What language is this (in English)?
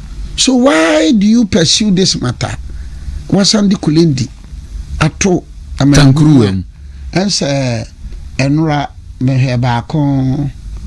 Akan